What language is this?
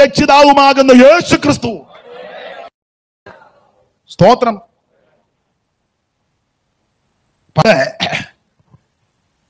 Malayalam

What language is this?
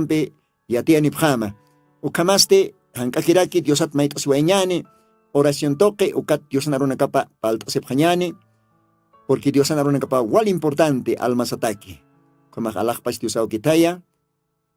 Aymara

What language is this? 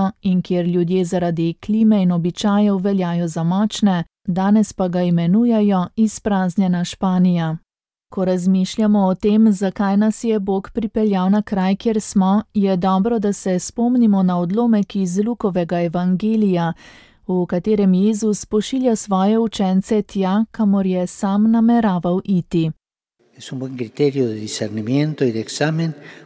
Slovenian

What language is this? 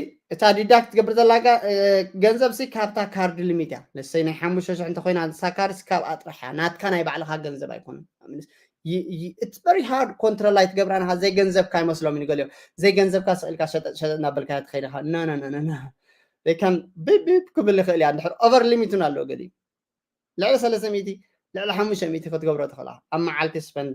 Tigrinya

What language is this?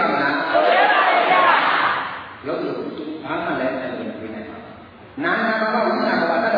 Burmese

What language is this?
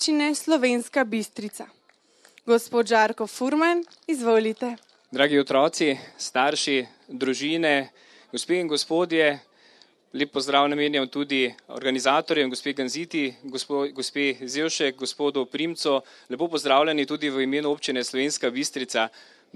Slovenian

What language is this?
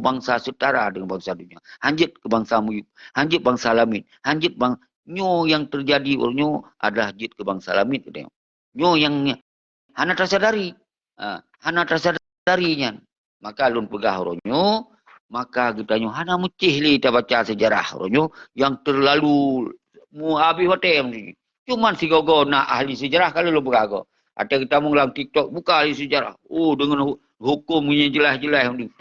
Achinese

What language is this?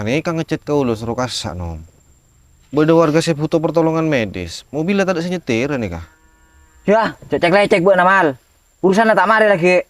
Madurese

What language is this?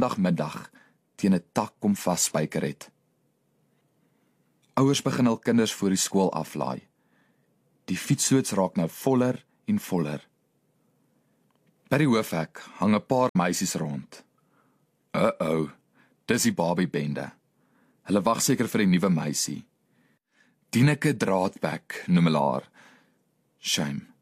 Afrikaans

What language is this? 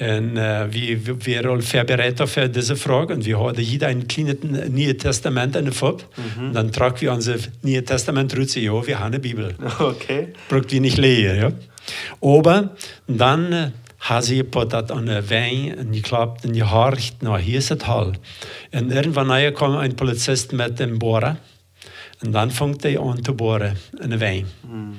Plautdietsch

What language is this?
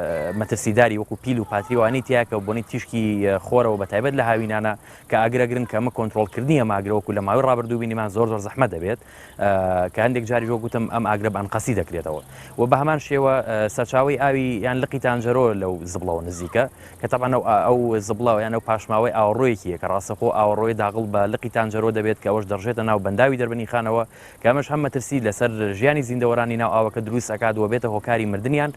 Central Kurdish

